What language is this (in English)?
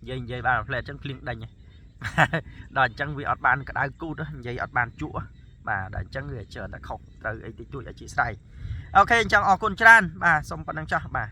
Khmer